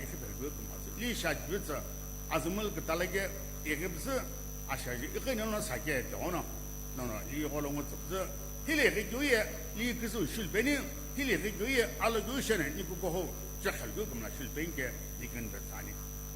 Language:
Sumi Naga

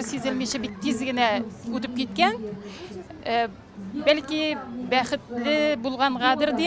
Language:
Tatar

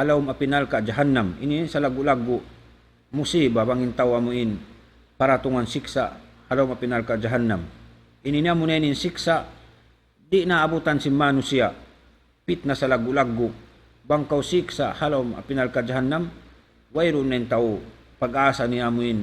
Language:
Tausug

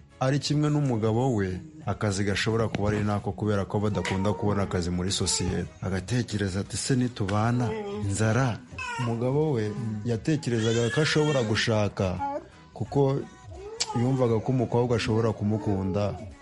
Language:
Kinyarwanda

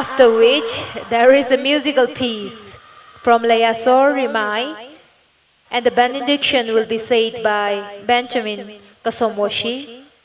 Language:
Tangkhul Naga (India)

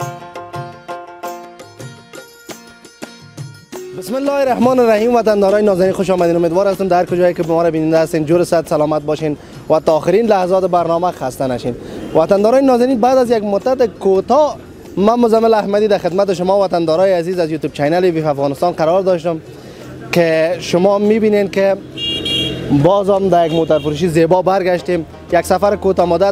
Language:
Persian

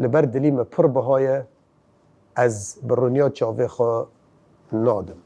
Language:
Kurdish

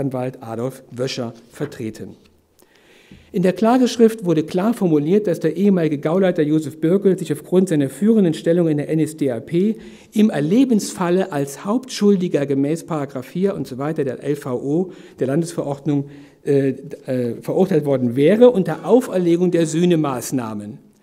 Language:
German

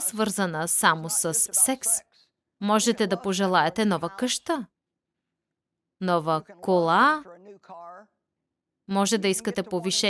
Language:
Bulgarian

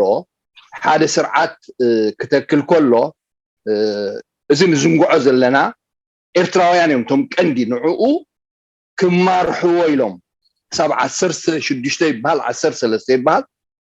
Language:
Tigrinya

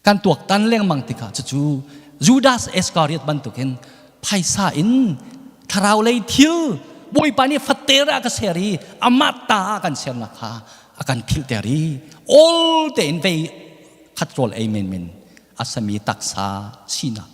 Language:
Hakha Chin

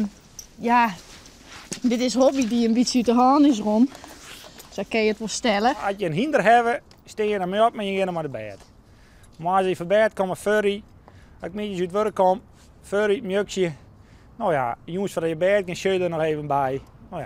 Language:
Western Frisian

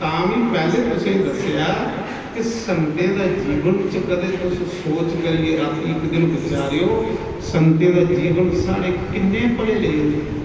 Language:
Dogri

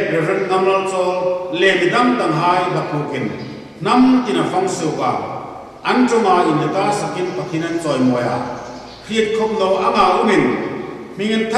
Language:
Hmar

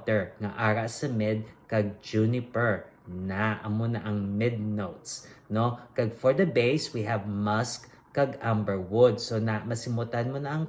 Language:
Hiligaynon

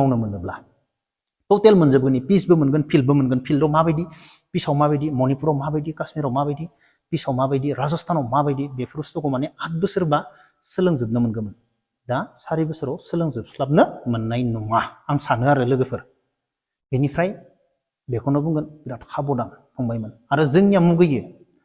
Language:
Bodo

